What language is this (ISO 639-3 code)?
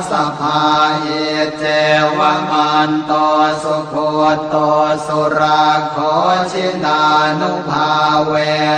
pli